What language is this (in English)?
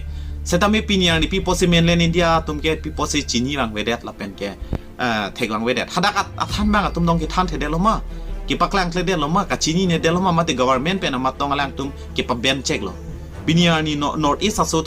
Karbi